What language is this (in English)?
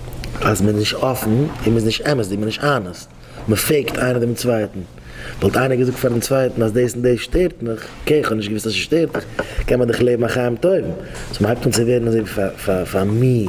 Yiddish